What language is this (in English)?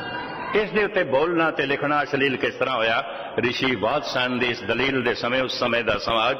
Punjabi